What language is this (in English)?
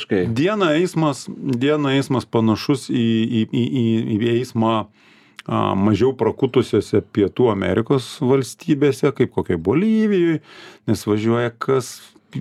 Lithuanian